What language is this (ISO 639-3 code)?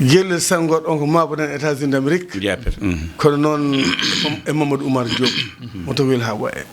ful